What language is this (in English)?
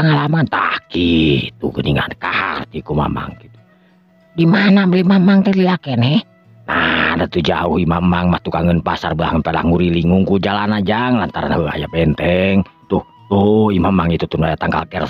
Sundanese